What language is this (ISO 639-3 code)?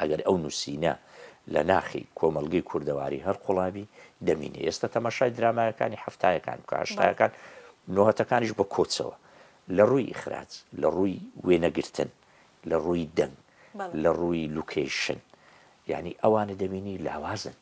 ckb